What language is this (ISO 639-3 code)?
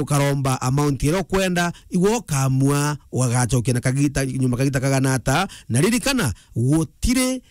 mer